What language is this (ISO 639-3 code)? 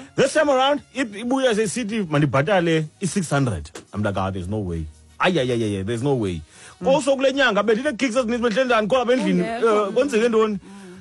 xho